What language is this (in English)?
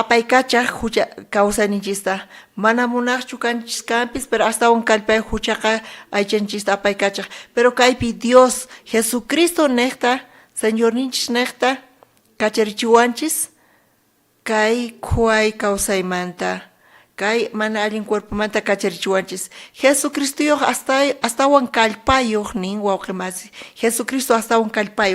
South Bolivian Quechua